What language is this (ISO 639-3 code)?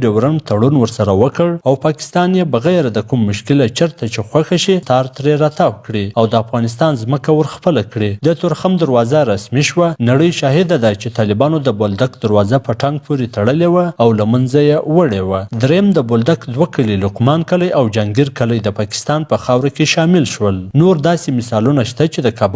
pus